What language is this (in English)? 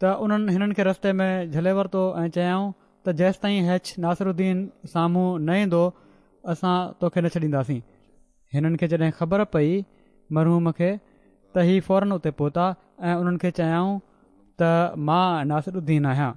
Sindhi